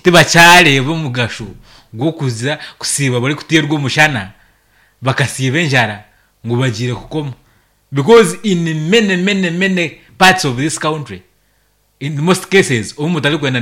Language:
Nyankole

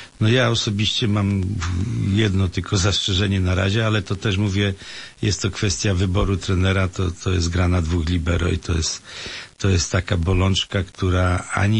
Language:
Polish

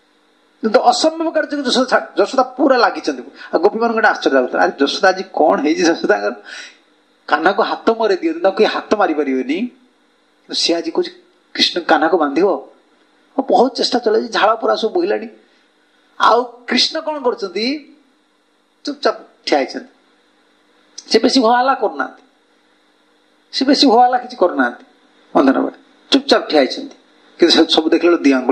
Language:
Odia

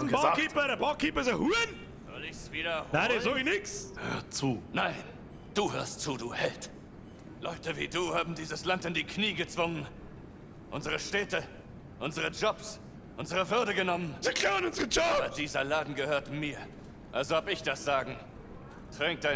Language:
Bavarian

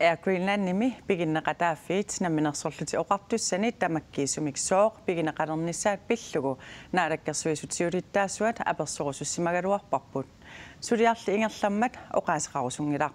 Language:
Kalaallisut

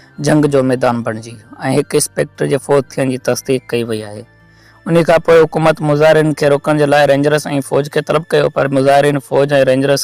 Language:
Sindhi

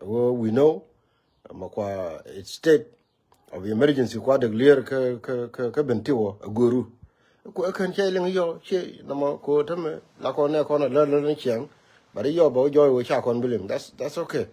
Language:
Nuer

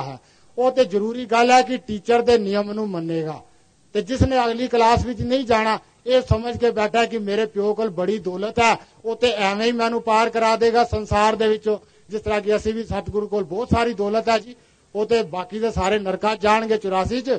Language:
Punjabi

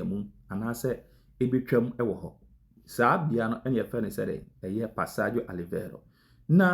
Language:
Akan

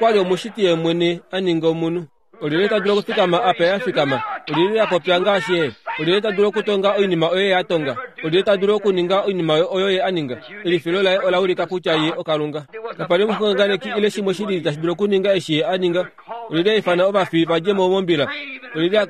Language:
Kuanyama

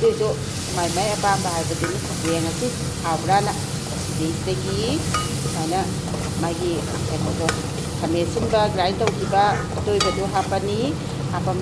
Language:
Manipuri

